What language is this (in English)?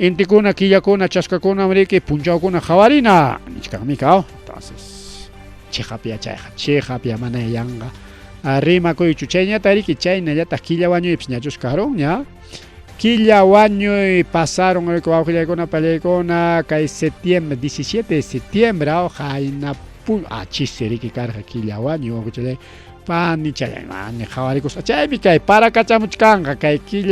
Ayacucho Quechua